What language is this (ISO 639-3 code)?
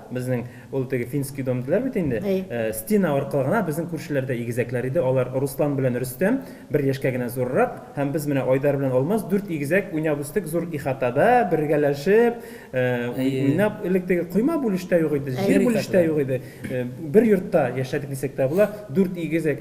tat